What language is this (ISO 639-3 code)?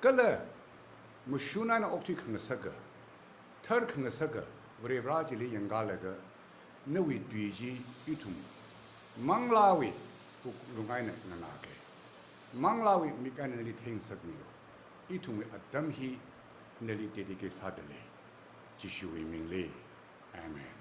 nmf